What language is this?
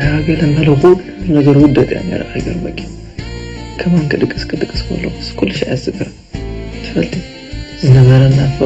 Tigrinya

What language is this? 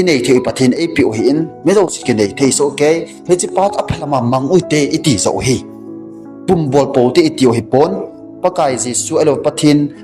Thado Chin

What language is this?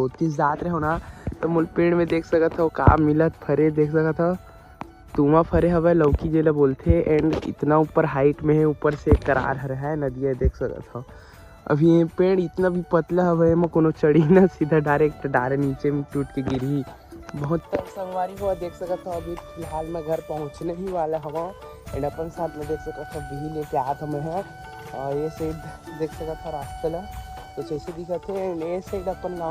Chhattisgarhi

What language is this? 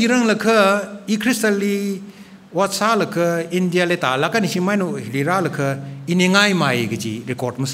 Tangkhul Naga (India)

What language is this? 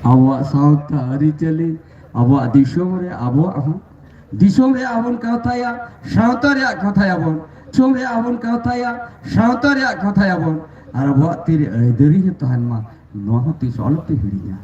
Santali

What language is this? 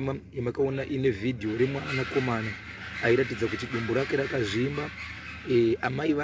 Shona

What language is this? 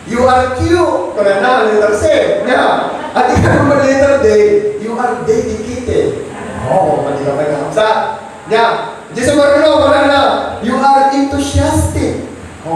Iloko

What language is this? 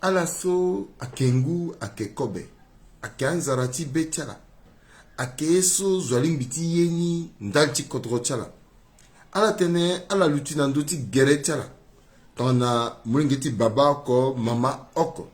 Sango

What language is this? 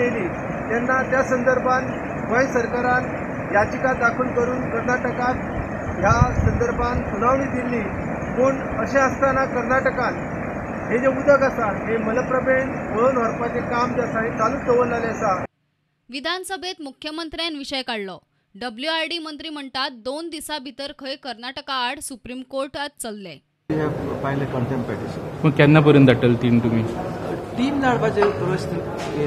Konkani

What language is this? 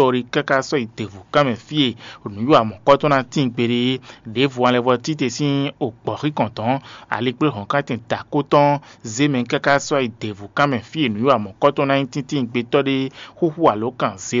Fon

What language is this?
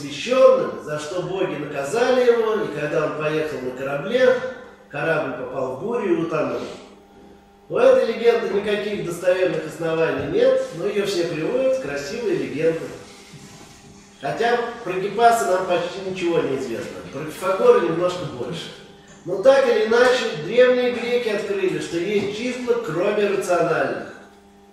Russian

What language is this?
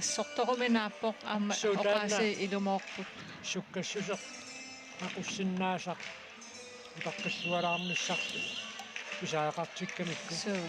Kalaallisut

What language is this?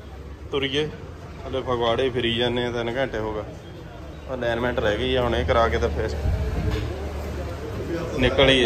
Punjabi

